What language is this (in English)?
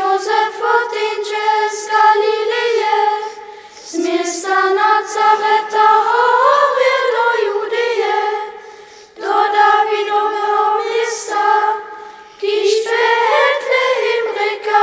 Upper Sorbian